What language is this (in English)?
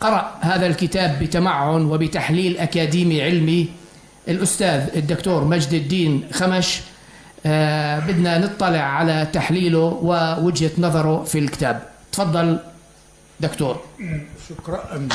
North Levantine Arabic